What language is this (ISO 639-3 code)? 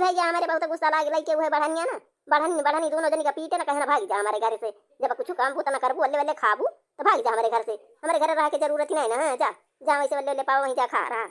awa